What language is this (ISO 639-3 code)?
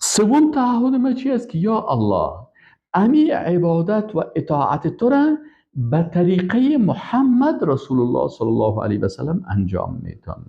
fas